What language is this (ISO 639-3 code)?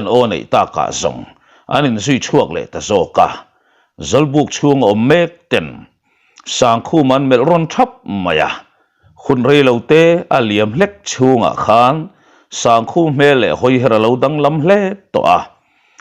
lus